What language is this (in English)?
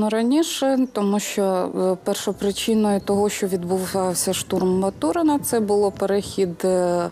Ukrainian